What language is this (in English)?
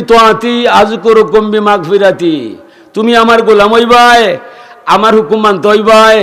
Sylheti